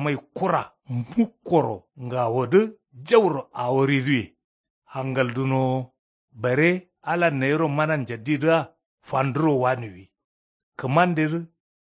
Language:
Kanuri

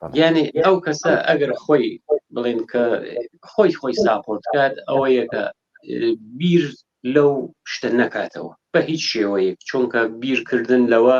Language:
Central Kurdish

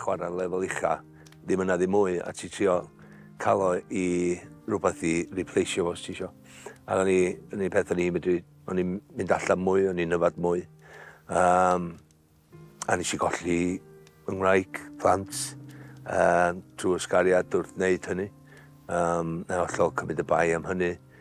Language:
Welsh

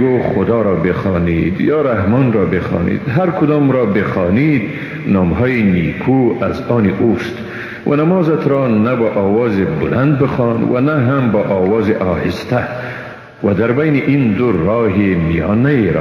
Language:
Persian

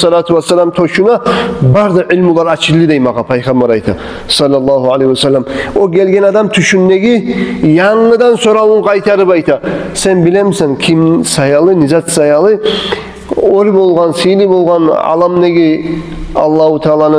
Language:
Kumyk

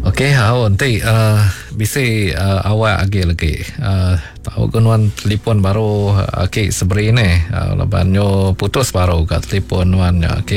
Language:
Iban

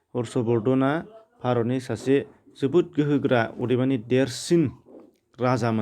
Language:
Bodo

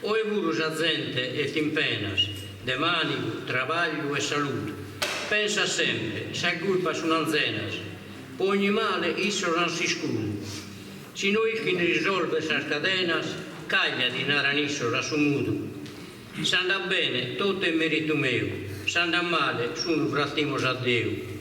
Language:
Sardinian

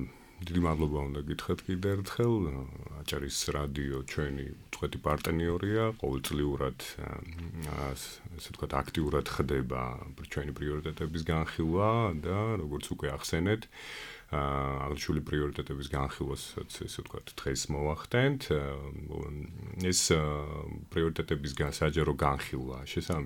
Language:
Georgian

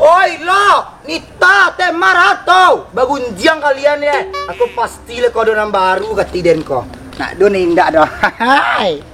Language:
Minangkabau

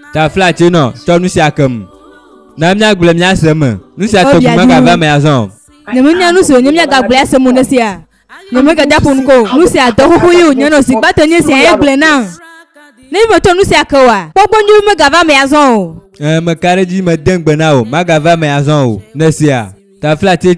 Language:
Ewe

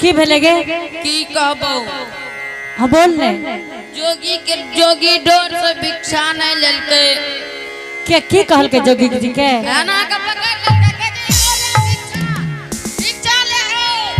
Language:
Angika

